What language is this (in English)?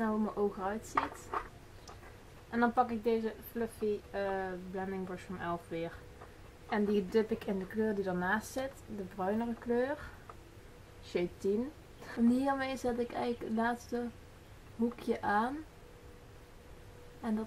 Dutch